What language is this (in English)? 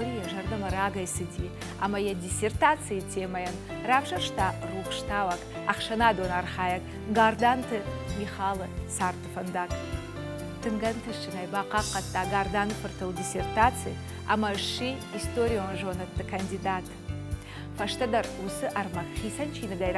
Ossetic